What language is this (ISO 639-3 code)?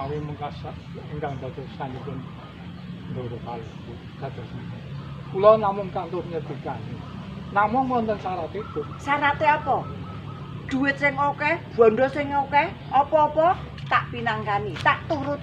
jav